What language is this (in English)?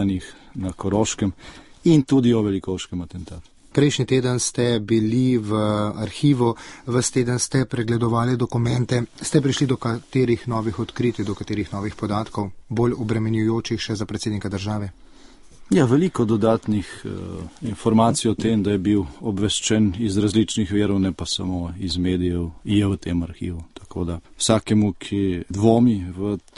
Slovenian